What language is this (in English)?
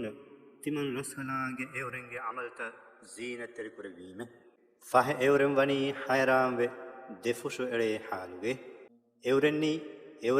Divehi